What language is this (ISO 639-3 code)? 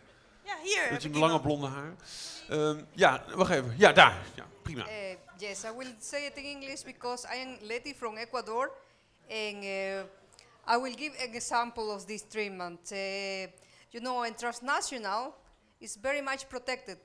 nld